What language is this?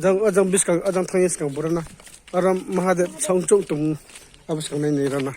Riang (India)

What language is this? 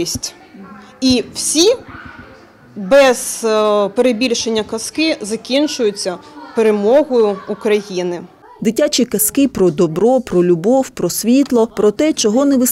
Ukrainian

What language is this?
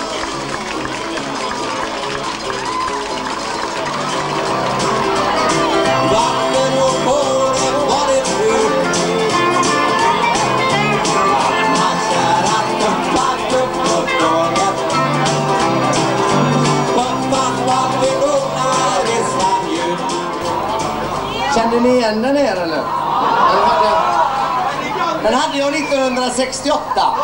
Swedish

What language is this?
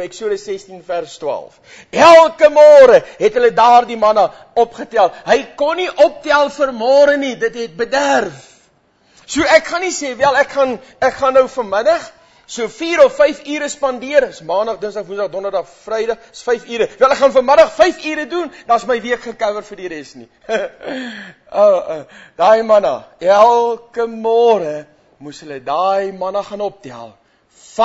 Afrikaans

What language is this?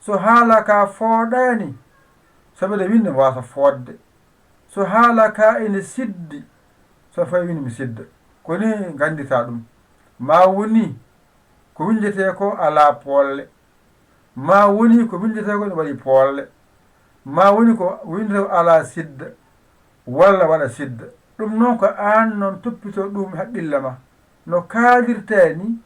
Fula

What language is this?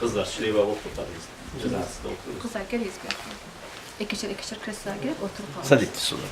Kumyk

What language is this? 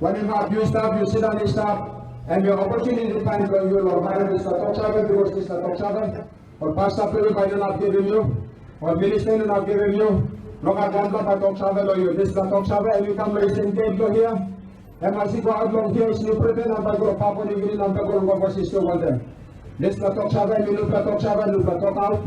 Tok Pisin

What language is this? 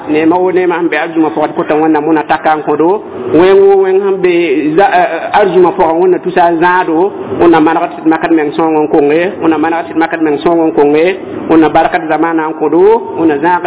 Mossi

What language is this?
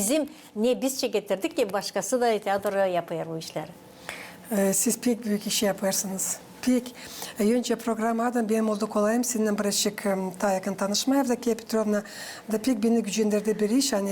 Gagauz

